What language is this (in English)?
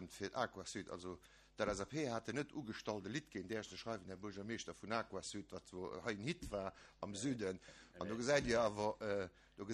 Luxembourgish